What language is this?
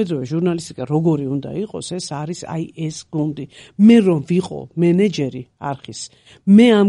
Georgian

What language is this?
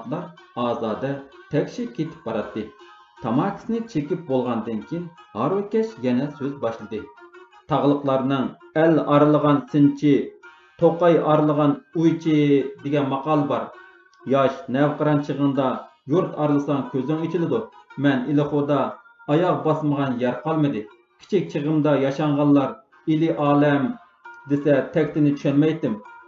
Uyghur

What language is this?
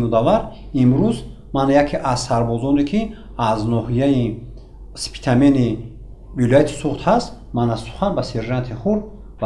Tajik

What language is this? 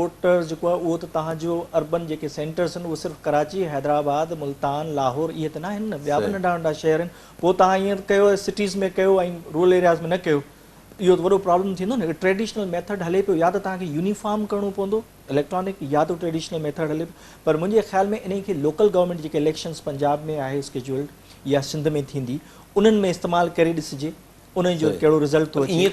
Sindhi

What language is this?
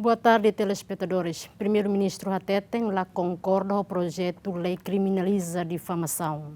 Tetum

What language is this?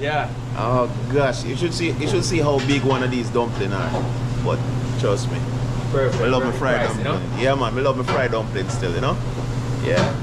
Jamaican Creole English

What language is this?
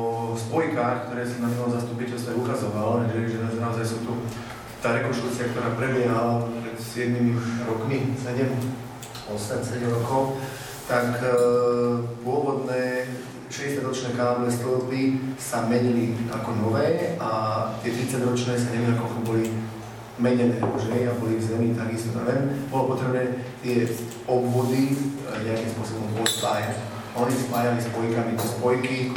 Slovak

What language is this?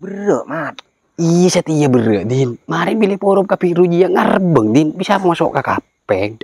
Madurese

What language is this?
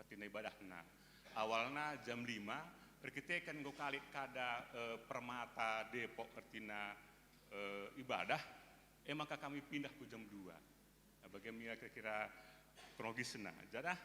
Batak Karo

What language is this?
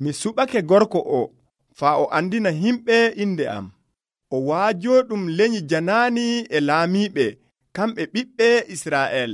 Nigerian Fulfulde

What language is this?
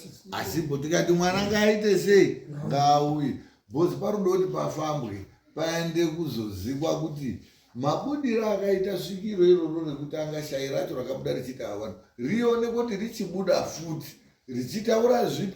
Shona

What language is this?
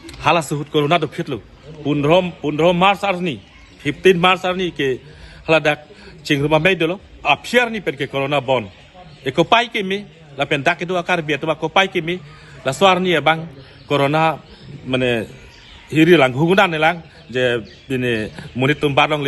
Karbi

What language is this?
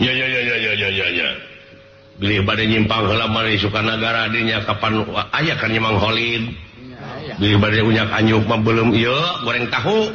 Sundanese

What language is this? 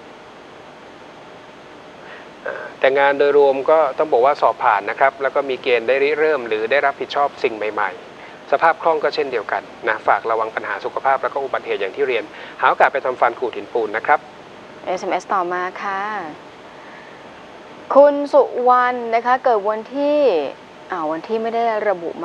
Thai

